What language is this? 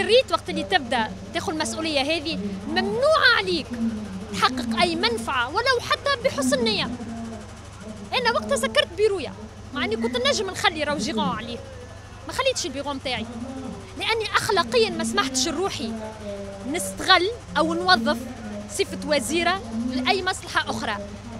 Tunisian Arabic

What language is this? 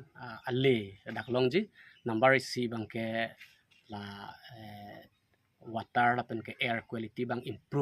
Karbi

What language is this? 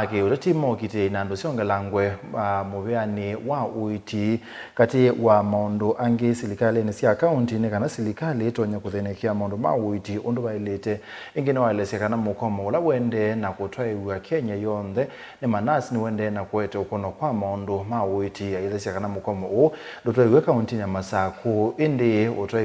Kamba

